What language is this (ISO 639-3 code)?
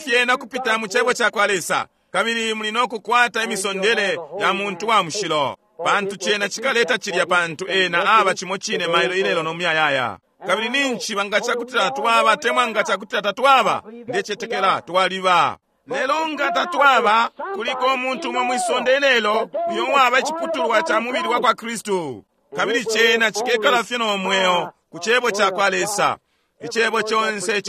bem